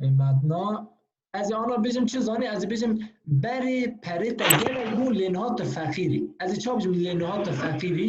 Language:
Kurdish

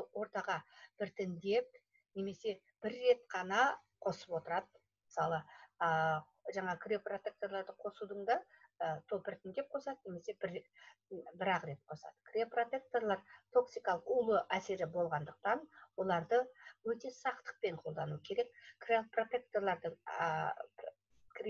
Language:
Kazakh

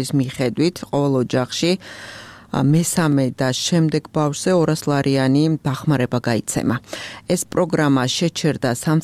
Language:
Georgian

